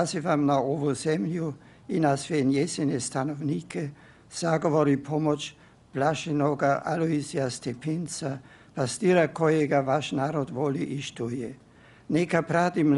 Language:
Croatian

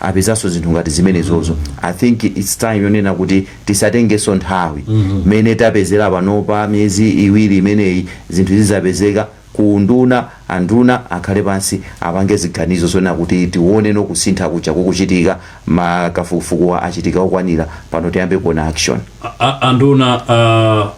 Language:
Nyanja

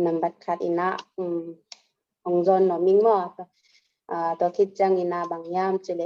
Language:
Tedim Chin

